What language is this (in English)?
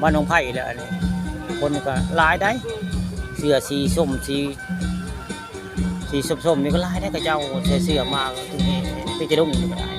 Northeastern Thai